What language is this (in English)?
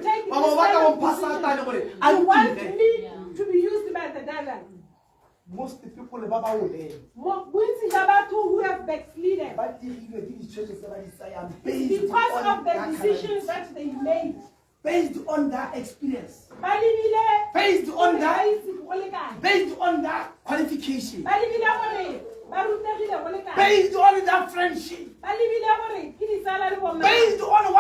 Tswana